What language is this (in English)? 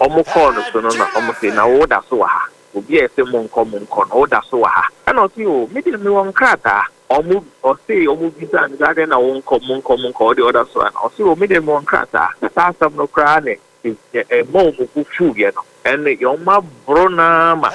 Akan